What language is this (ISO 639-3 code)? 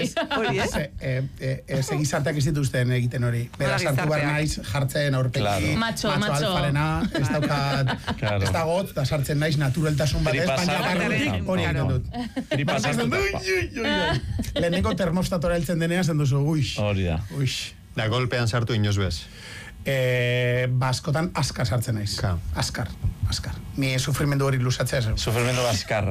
eus